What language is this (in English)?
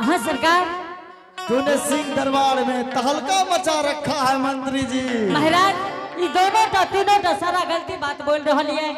Angika